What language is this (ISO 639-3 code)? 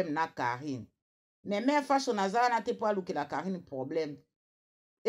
lin